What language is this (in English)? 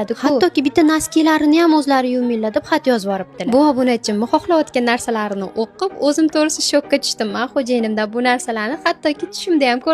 Uzbek